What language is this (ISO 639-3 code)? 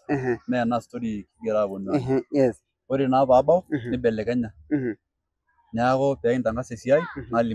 mas